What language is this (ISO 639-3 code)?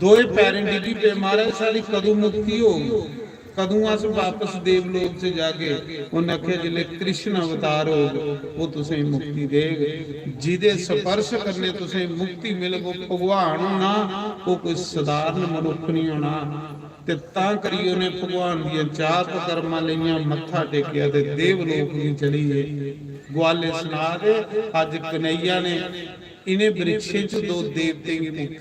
doi